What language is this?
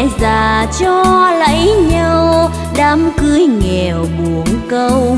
Vietnamese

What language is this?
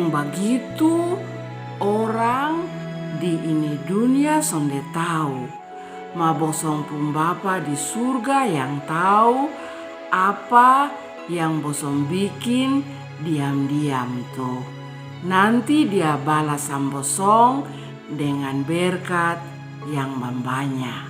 Kupang Malay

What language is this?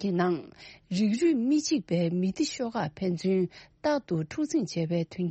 Tibetan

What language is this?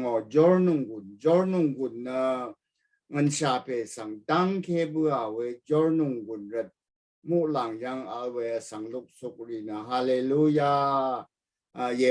Rawang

